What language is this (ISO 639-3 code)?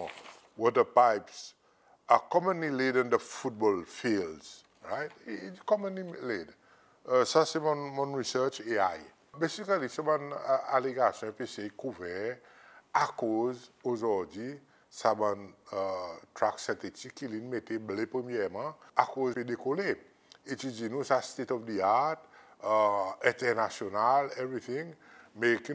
crs